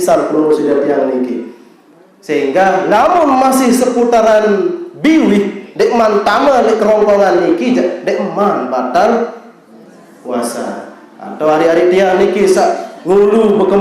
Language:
Sasak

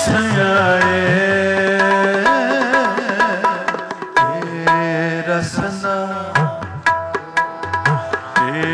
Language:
Punjabi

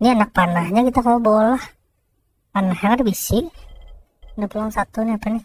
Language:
Banjar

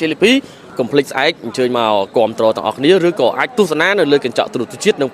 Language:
Khmer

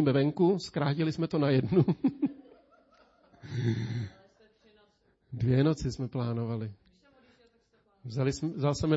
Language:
Czech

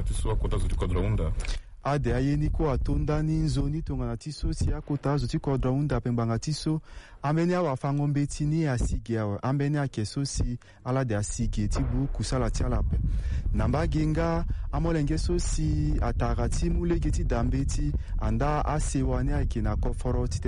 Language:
Sango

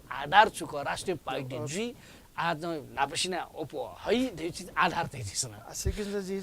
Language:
Newari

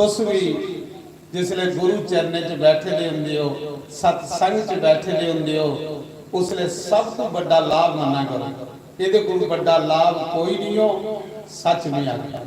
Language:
Dogri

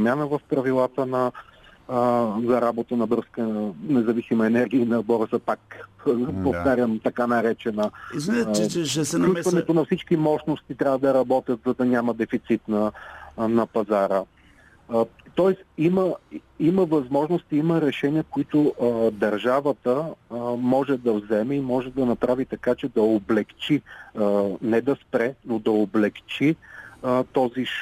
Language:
Bulgarian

